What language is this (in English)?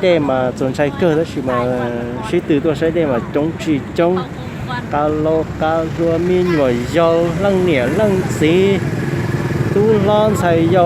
Hmong